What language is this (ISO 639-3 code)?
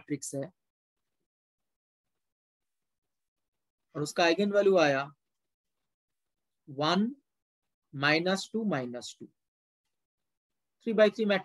hin